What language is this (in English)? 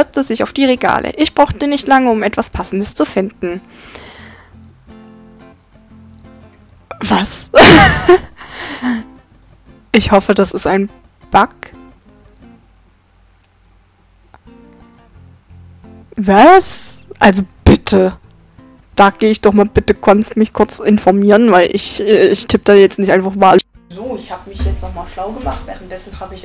German